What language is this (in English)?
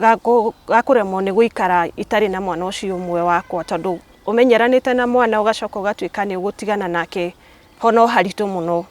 Kikuyu